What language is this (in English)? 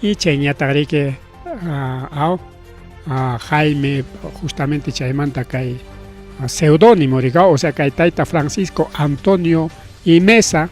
Ayacucho Quechua